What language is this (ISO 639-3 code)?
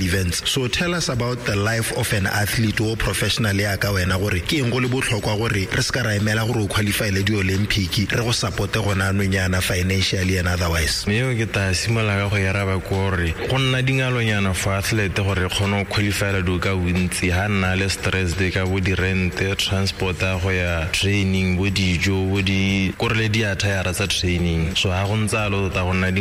tsn